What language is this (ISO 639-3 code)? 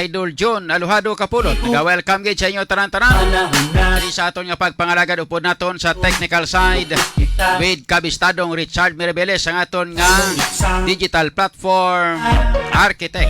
hil